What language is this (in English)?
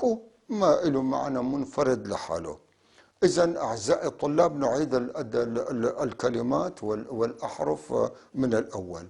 North Levantine Arabic